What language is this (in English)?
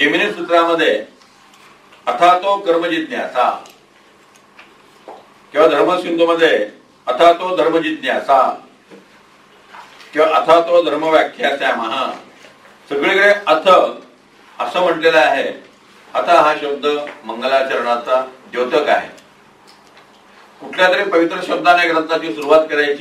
Marathi